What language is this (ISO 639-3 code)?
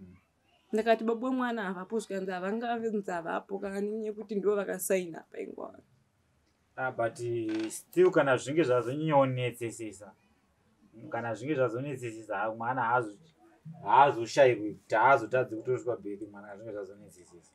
sna